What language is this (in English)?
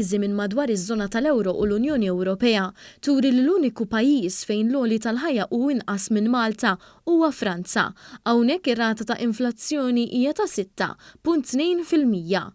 Maltese